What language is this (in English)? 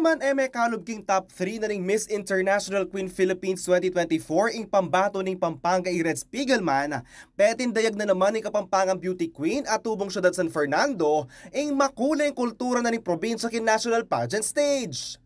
Pampanga